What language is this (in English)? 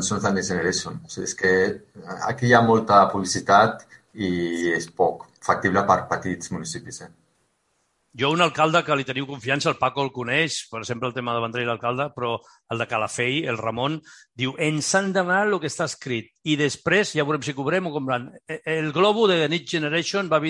Catalan